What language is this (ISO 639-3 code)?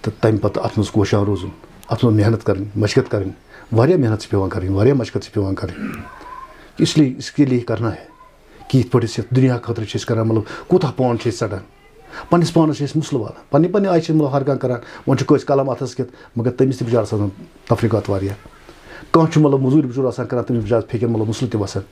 kas